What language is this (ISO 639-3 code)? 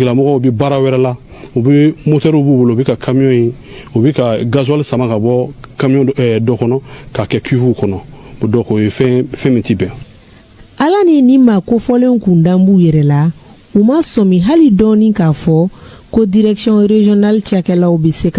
bam